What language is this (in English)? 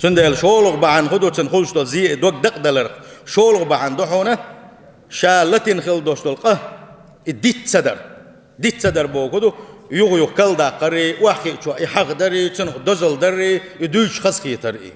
Chechen